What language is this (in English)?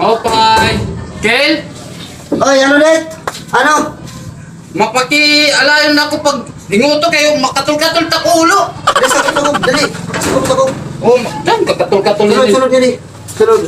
Waray